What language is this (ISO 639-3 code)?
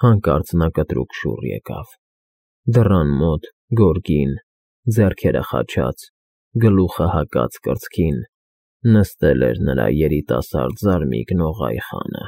hye